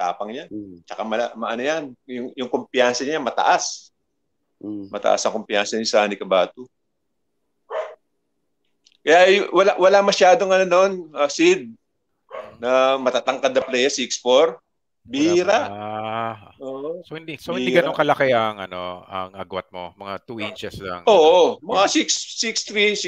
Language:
Filipino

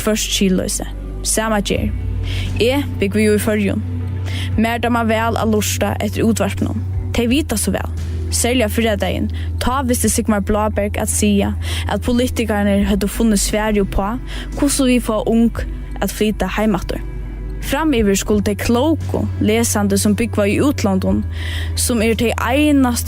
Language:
Faroese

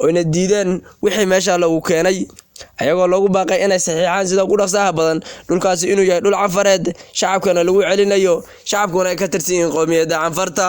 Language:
Somali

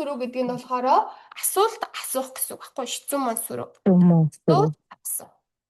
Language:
Mongolian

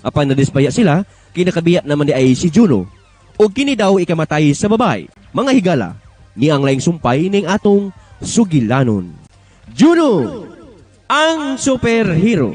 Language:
Cebuano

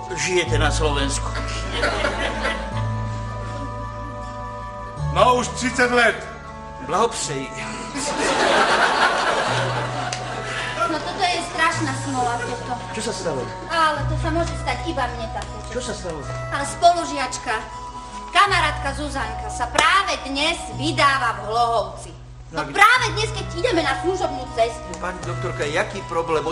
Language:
Slovak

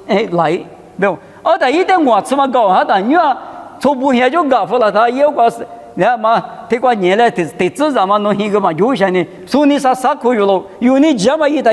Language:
Lisu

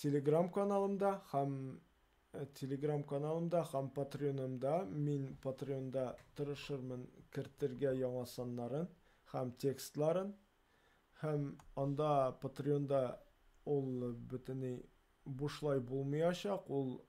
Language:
Tatar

